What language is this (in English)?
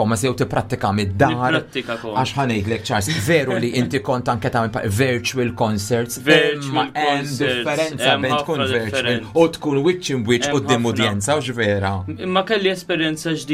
Maltese